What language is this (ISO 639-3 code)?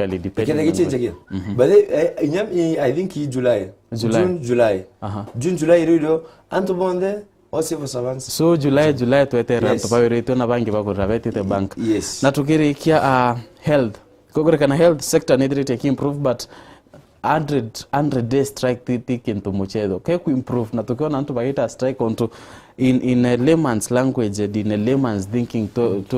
mer